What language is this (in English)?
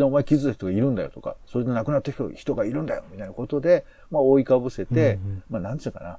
Japanese